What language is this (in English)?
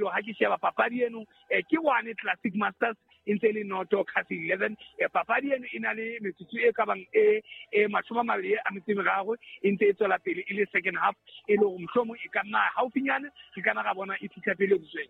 Southern Sotho